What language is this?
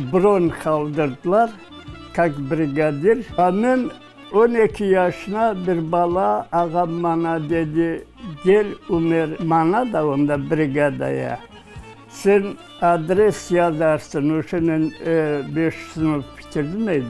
Crimean Tatar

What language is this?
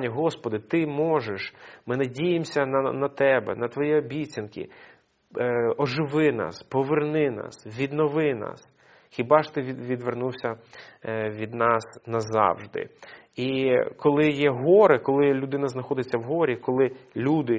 Ukrainian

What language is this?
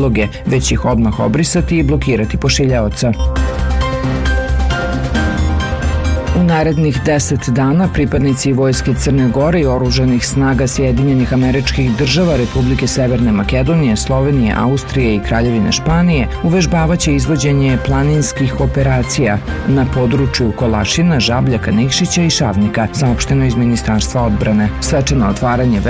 Serbian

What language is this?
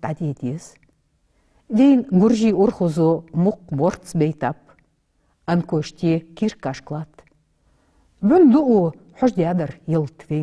Ingush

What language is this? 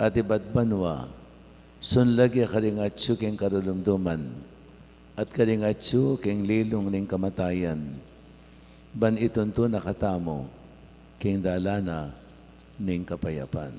Pampanga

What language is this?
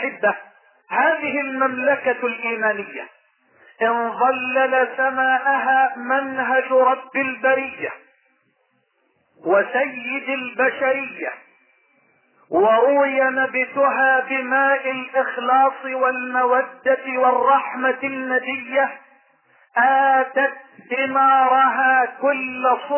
Arabic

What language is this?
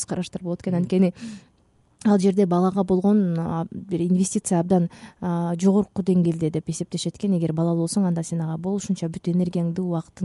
Kyrgyz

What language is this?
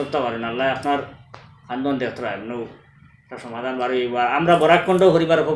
Sylheti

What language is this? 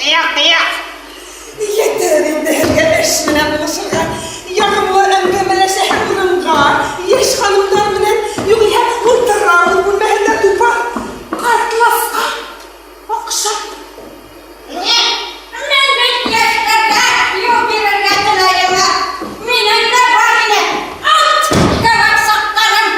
Bashkir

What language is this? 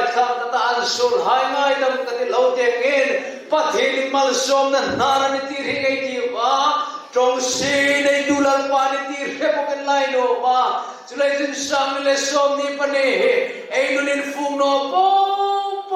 Hmar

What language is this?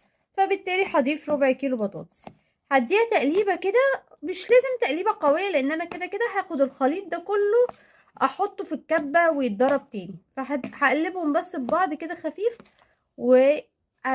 Egyptian Arabic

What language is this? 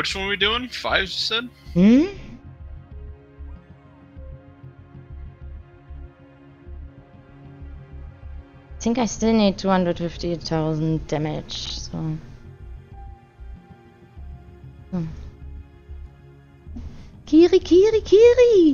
English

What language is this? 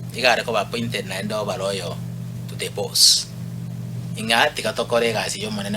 Gusii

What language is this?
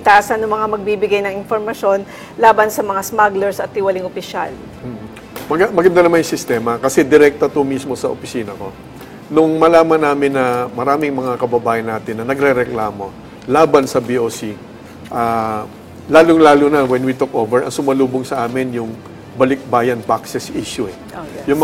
Filipino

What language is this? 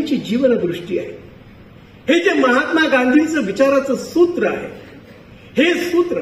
Marathi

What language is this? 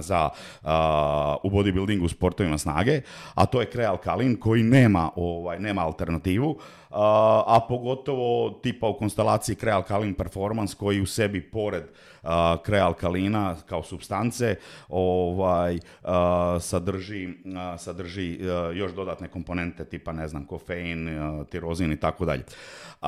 Serbian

